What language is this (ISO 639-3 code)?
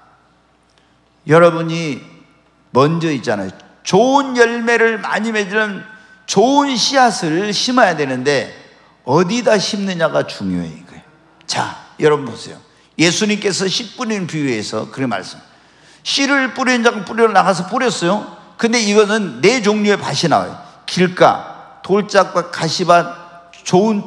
kor